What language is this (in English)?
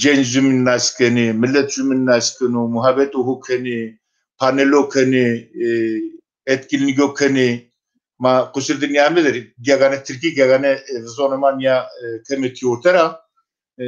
Zaza